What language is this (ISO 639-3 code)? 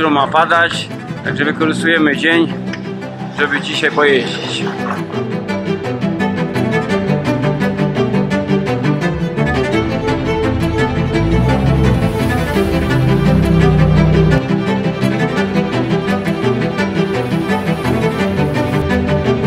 pol